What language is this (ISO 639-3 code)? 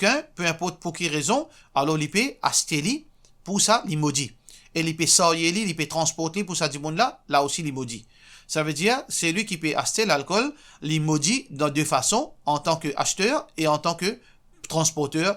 mfe